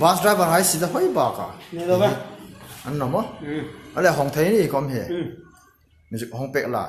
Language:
Hmar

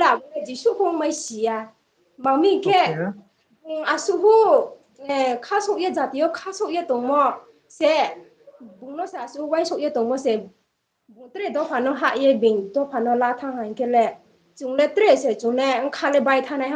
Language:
Riang (India)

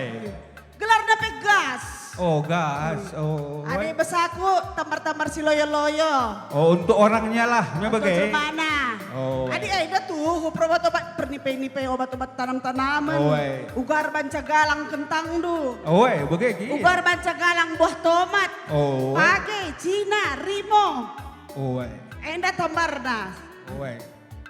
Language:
Batak Karo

